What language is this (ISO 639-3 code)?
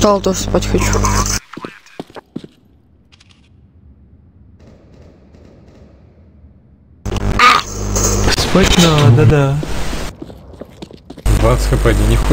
rus